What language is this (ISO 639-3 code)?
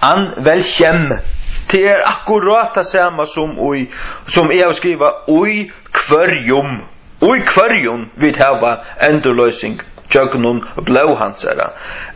fao